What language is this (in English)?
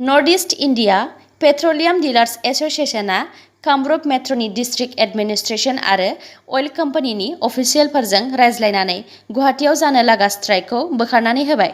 Bodo